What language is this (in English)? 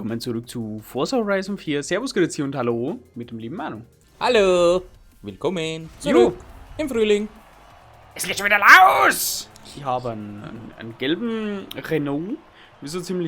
Bavarian